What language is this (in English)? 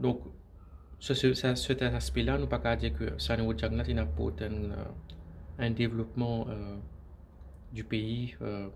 Morisyen